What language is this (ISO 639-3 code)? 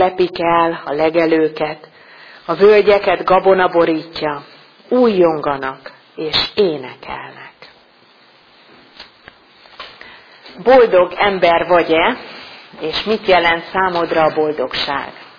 hun